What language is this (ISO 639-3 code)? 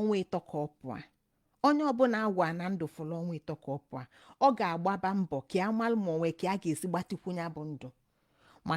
ibo